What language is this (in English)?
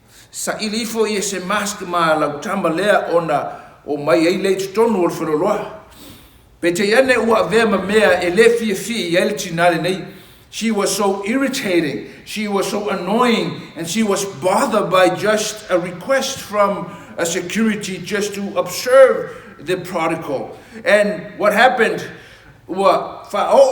Samoan